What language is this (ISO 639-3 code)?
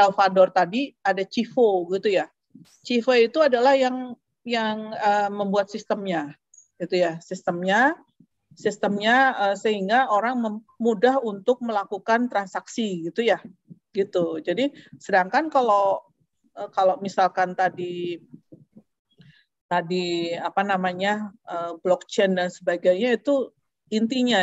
ind